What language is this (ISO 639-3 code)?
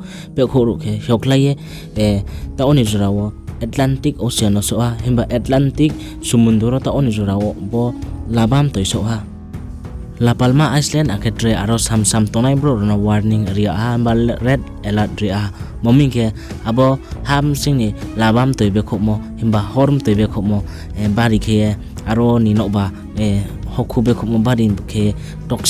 ria